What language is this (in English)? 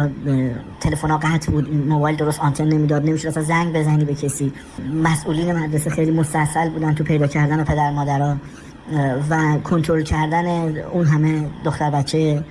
Persian